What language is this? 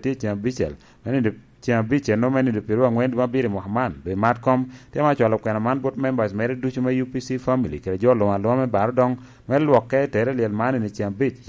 Lango (Uganda)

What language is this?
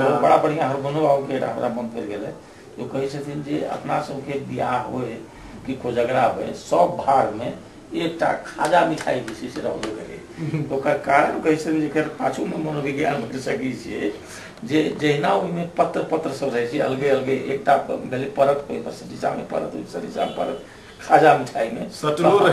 Maithili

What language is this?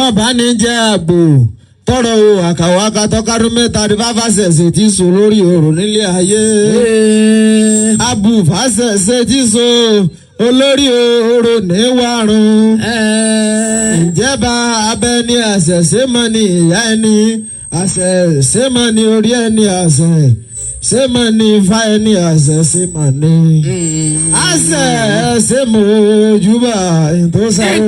Yoruba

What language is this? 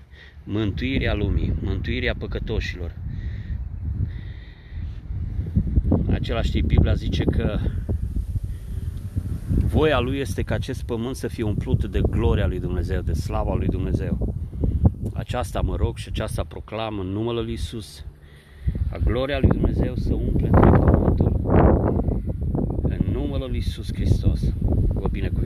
Romanian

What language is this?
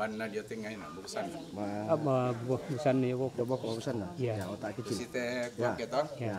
Toraja-Sa'dan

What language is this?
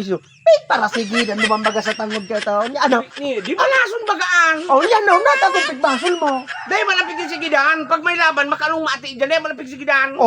Bikol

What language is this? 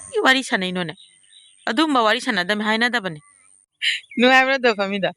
Manipuri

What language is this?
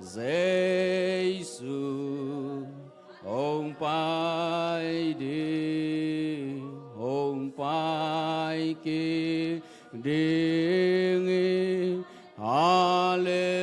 Tedim Chin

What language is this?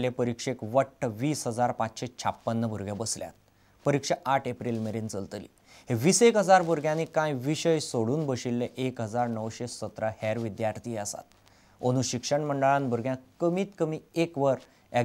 Konkani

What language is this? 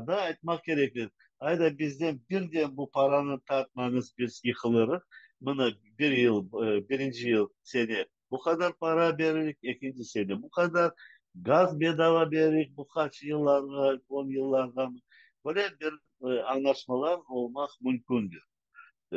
Crimean Tatar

